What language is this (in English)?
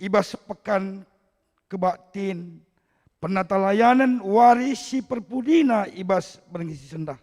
Batak Karo